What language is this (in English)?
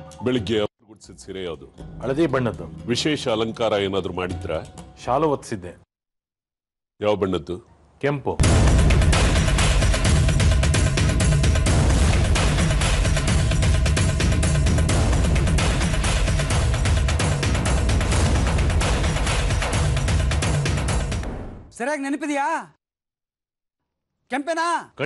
Kannada